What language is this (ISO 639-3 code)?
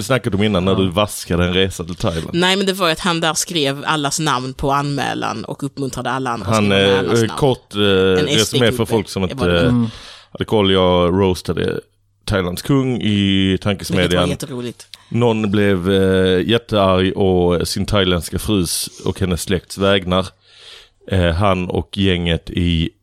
swe